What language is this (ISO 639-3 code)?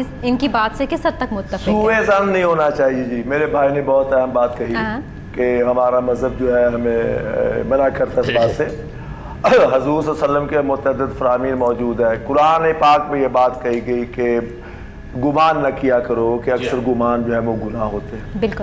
urd